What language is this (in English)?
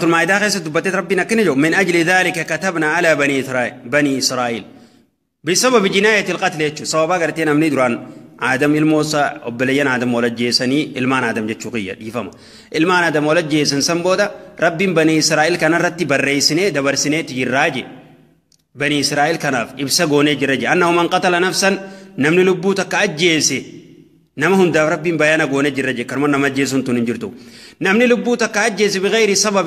Oromo